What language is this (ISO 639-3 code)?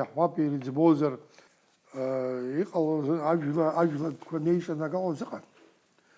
abk